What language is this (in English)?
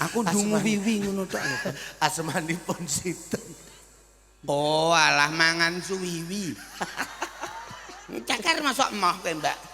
Javanese